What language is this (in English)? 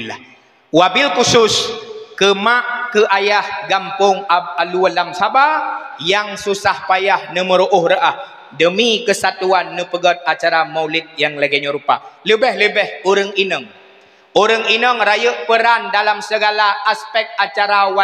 Achinese